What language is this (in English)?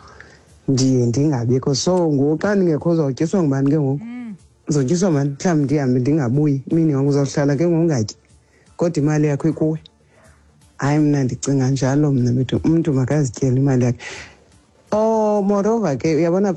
Xhosa